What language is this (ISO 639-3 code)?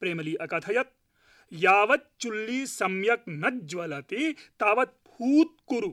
san